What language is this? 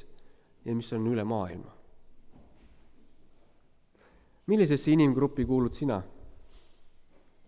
Estonian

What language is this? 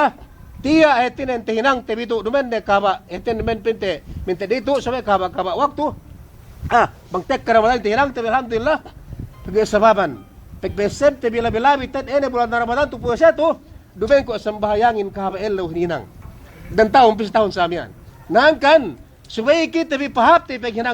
Yakan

